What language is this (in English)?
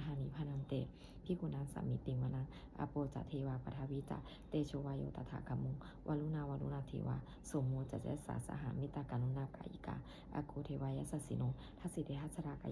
Pali